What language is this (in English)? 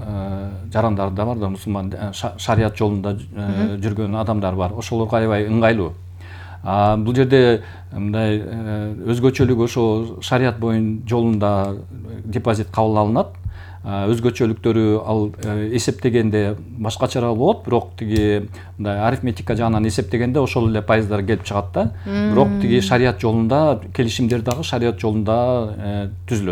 Kyrgyz